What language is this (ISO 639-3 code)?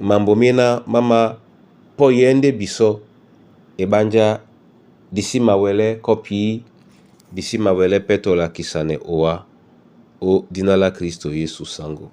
dua